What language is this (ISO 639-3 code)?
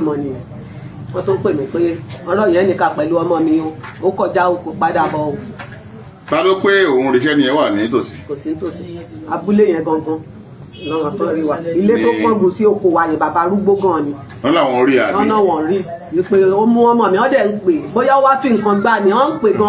yor